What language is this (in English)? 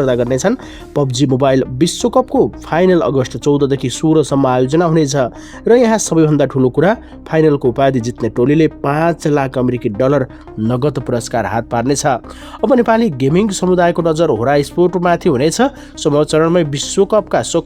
Nepali